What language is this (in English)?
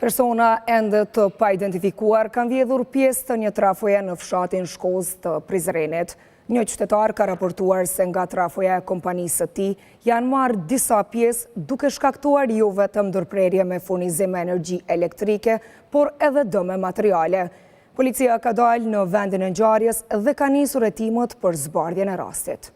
Albanian